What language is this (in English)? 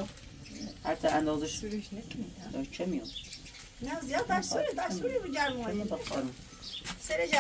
Persian